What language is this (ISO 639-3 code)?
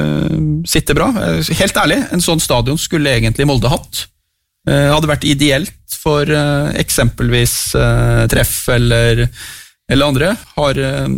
nor